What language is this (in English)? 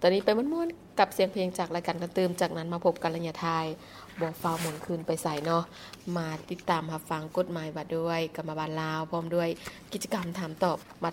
Lao